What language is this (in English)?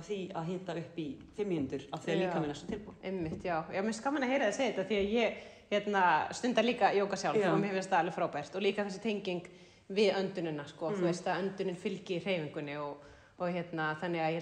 Icelandic